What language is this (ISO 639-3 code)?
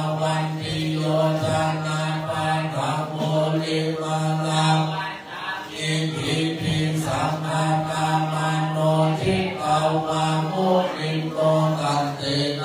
pli